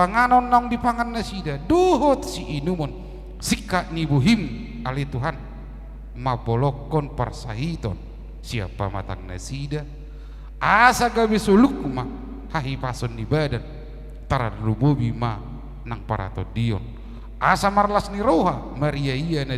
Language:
Batak Toba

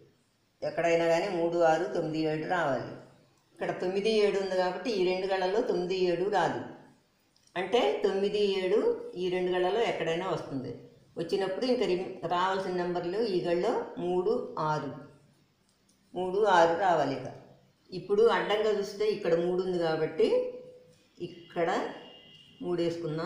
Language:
Telugu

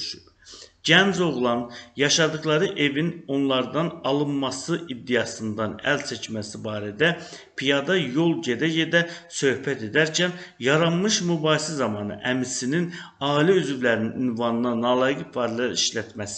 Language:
Azerbaijani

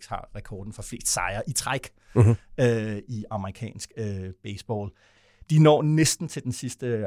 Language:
Danish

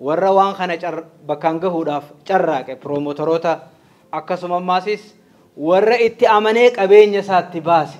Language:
Oromo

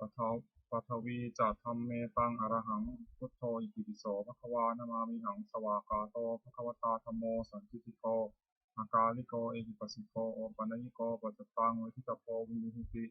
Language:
Pali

